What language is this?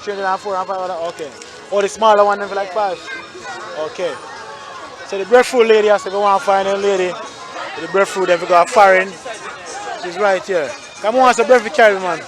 Jamaican Creole English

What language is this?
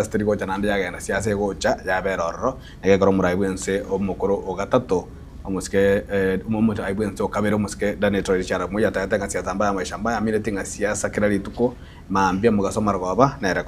Gusii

